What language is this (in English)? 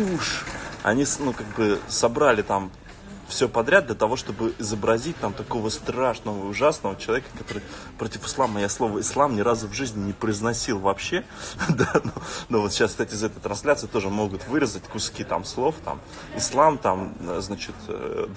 Russian